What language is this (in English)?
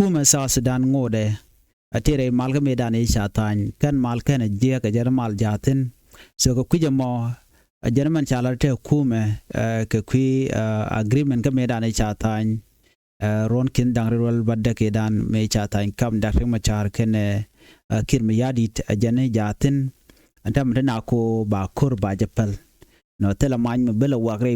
Nuer